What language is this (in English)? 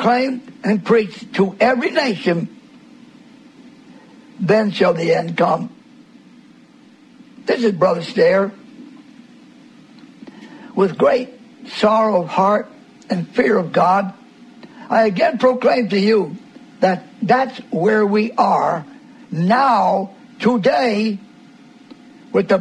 English